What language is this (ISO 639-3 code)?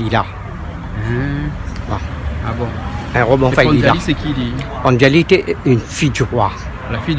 rcf